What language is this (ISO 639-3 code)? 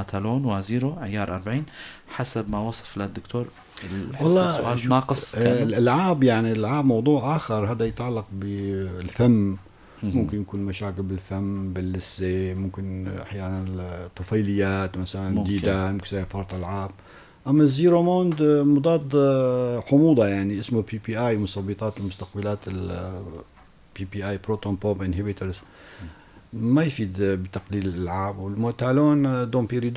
apc